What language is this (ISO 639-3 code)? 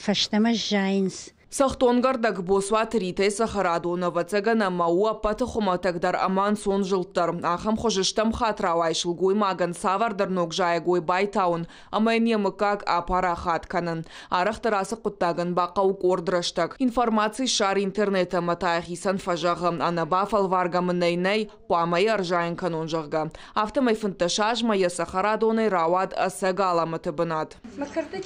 oss